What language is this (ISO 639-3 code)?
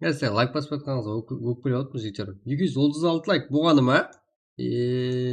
kaa